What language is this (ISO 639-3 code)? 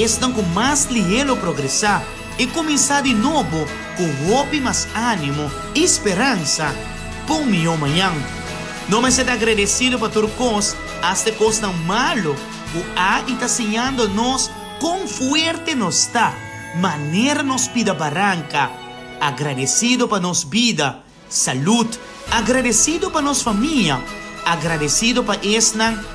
pap